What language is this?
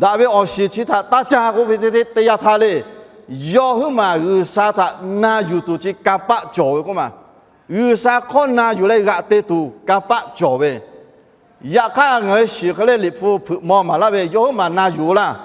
Lahu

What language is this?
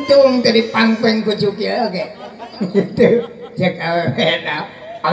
Sundanese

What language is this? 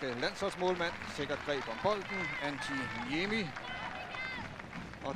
Danish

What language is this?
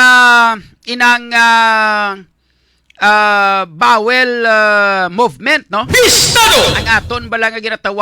Hiligaynon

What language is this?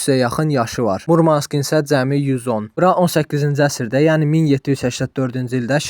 Azerbaijani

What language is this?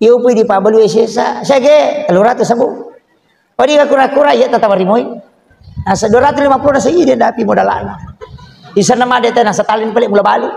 Buginese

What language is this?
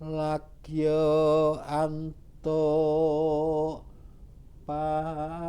Javanese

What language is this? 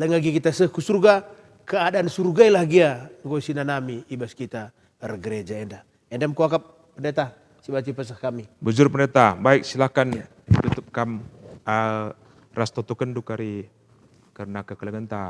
Batak Karo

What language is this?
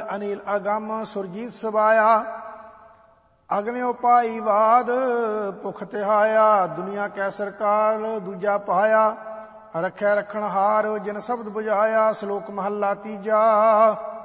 Punjabi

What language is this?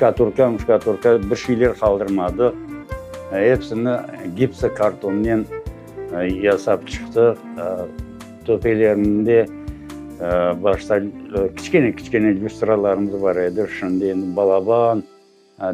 Crimean Tatar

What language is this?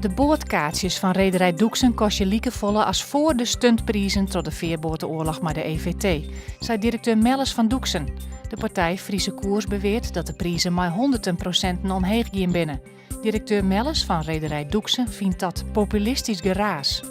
Western Frisian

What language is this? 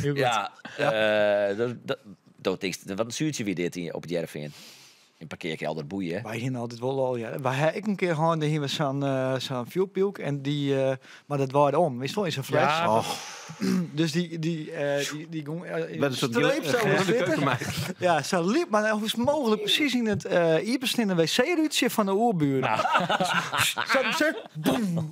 Western Frisian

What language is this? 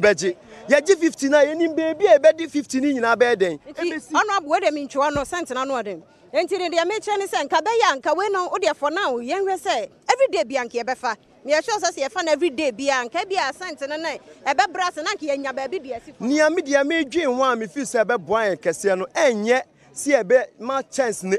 Akan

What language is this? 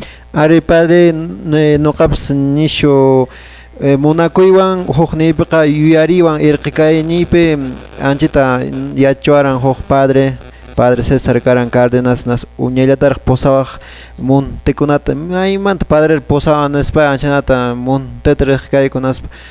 Quechua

